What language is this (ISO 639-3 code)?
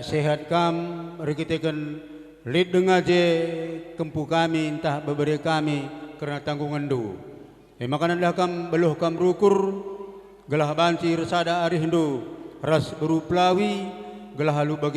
btx